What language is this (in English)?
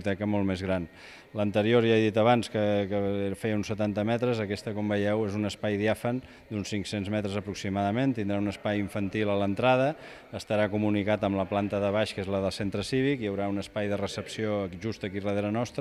Catalan